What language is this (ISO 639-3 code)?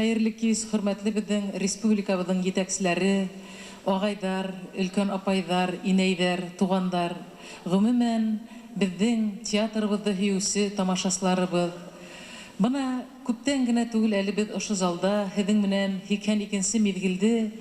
bak